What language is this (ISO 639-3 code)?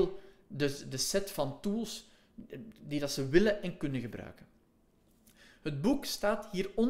nld